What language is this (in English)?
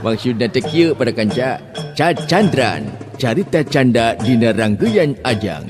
Sundanese